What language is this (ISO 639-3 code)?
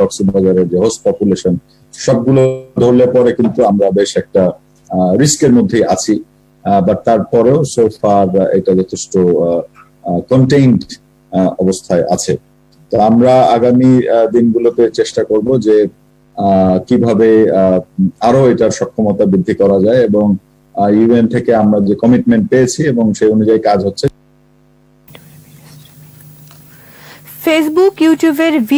ben